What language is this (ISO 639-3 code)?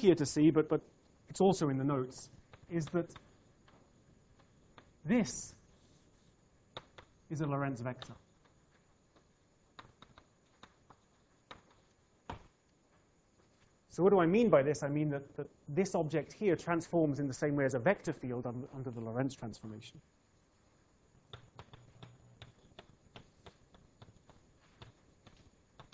eng